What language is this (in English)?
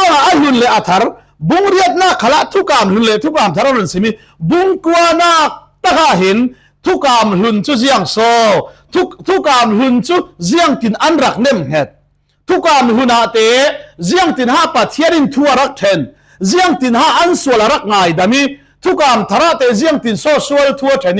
Falam Chin